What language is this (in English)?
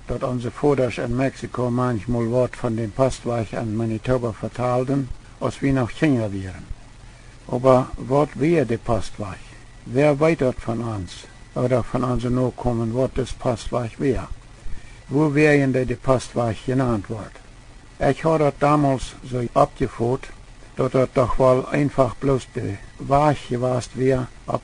Plautdietsch